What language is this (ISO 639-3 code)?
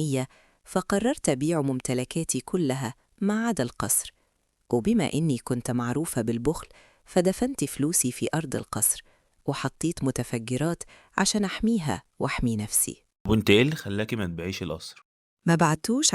arz